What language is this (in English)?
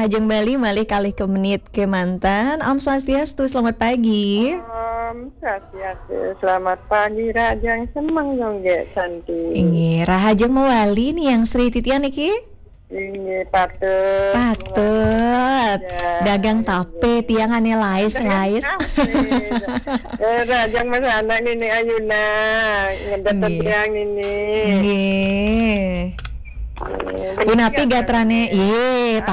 Balinese